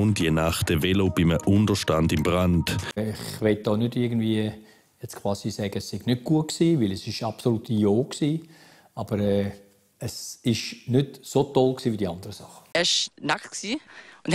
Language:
Swiss German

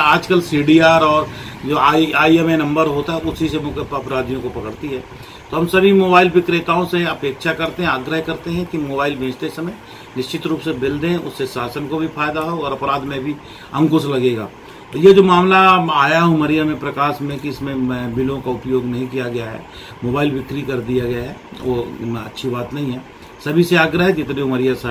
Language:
Hindi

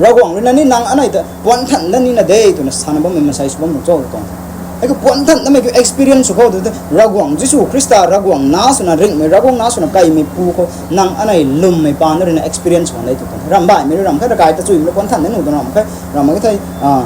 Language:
Rongmei Naga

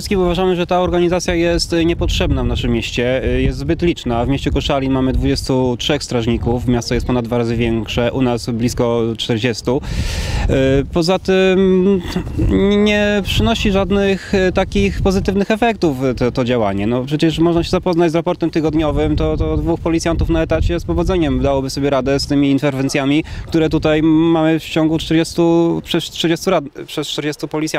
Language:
Polish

